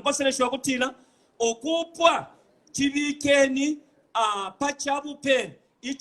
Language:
Bemba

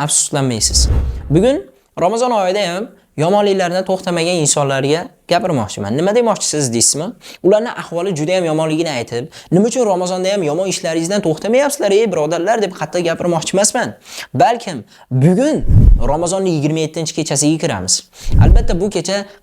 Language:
Uzbek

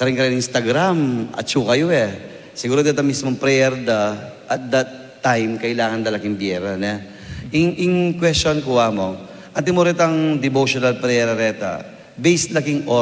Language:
Pampanga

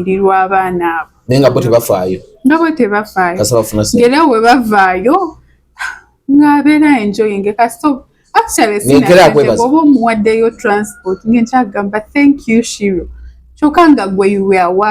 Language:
Ganda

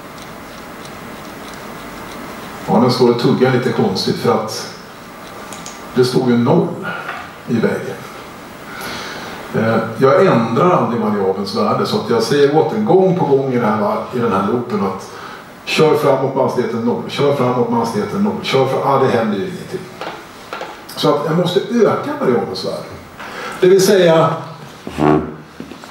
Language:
Swedish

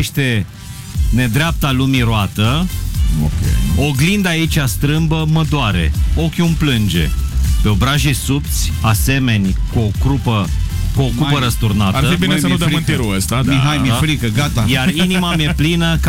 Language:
Romanian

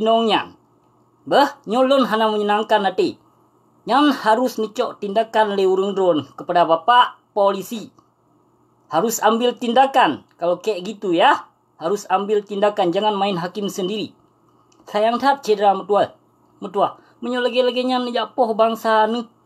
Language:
Achinese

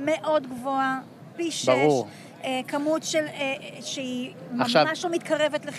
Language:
Hebrew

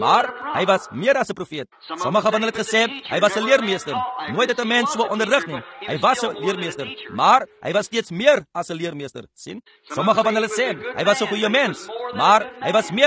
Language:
Afrikaans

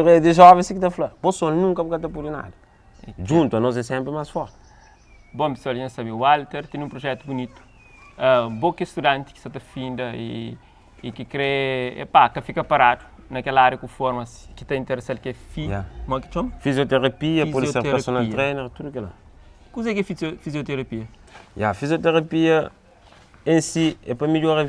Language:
Kabuverdianu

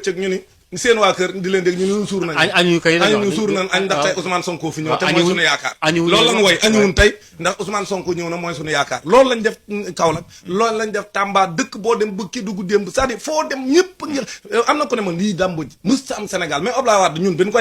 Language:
Wolof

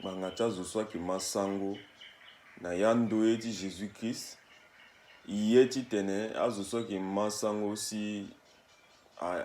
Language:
Sango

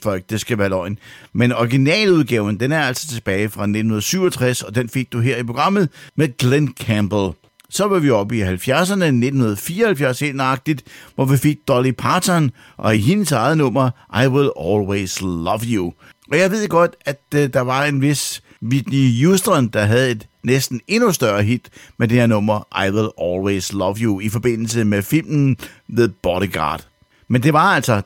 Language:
Danish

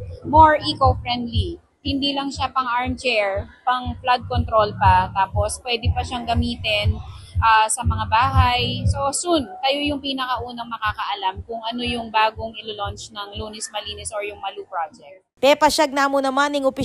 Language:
Pampanga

